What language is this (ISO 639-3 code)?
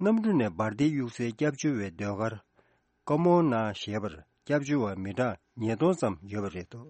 bod